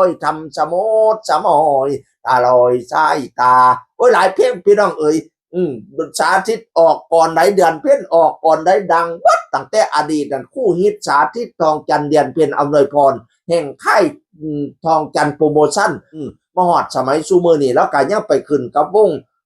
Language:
Northeastern Thai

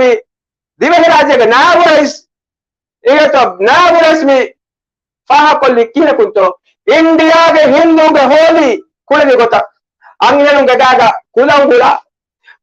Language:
Divehi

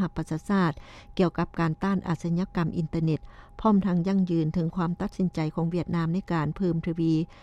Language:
Lao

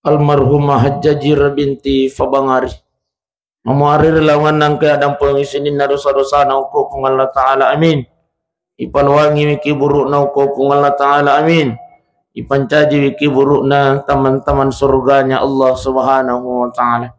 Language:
Buginese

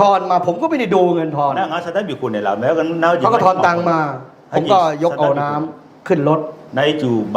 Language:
Akha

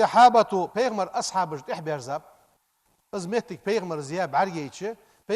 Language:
Ingush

